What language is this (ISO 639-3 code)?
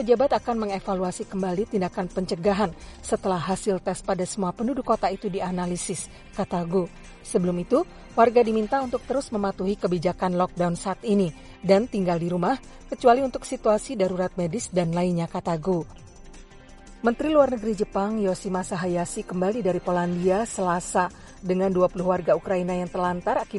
ind